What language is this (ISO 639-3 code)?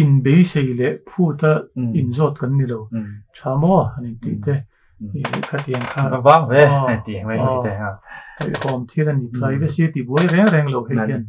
lus